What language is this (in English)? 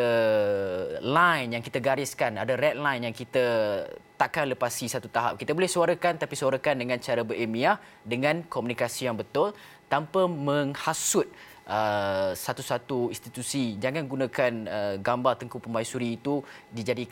Malay